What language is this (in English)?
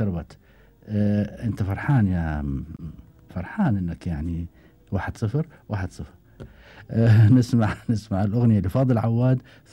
Gulf Arabic